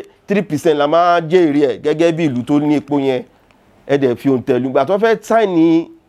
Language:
Yoruba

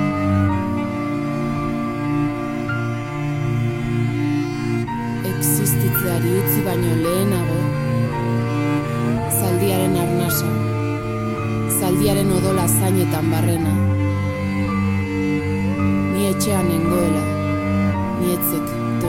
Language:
Basque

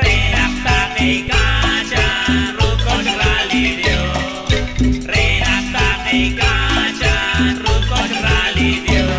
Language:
Kekchí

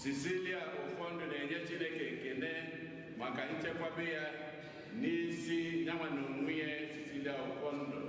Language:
Igbo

